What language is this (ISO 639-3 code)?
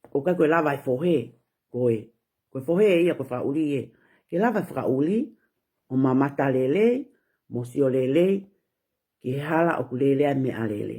ton